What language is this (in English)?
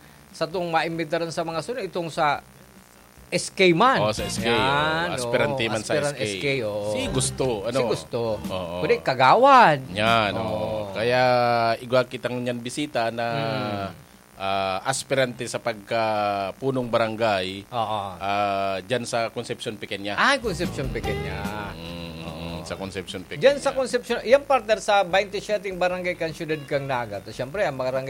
Bikol